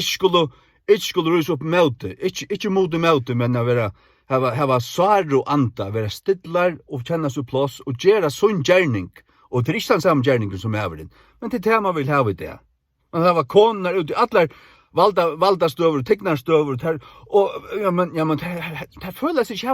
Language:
Faroese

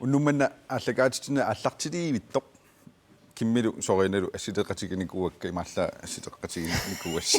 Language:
Kalaallisut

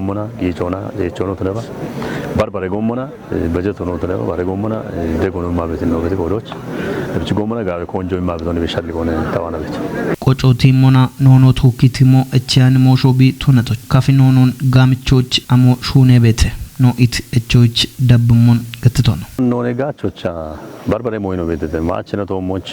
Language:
Kafa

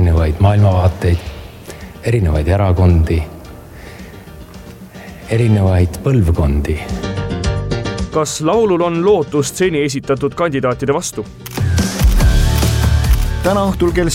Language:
Estonian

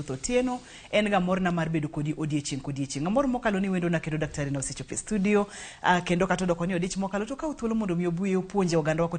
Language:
Luo (Kenya and Tanzania)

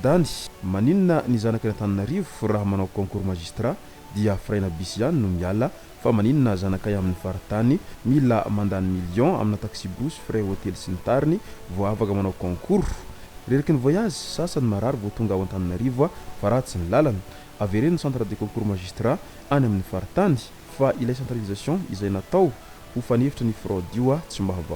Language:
Malagasy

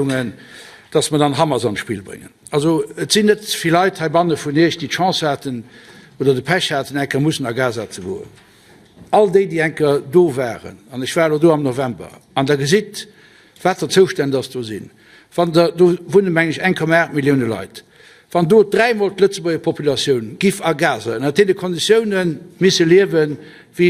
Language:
Luxembourgish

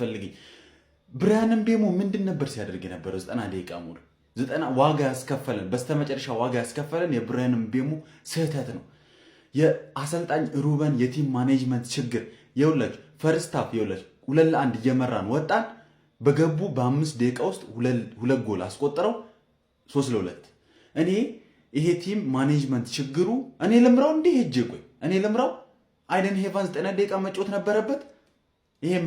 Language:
Amharic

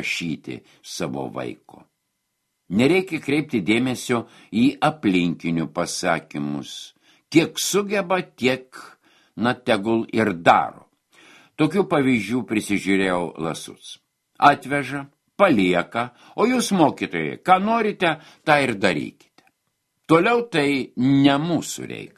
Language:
Lithuanian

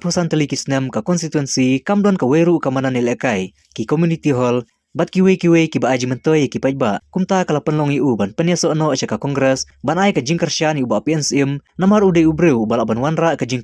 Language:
Khasi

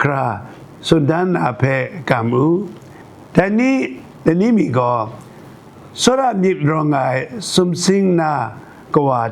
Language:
Kachin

